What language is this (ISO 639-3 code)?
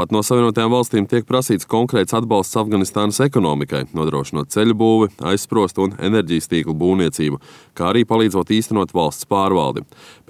lav